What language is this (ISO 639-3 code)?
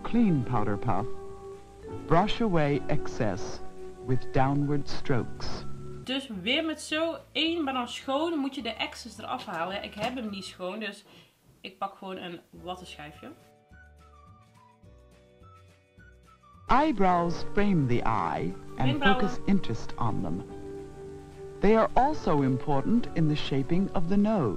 nld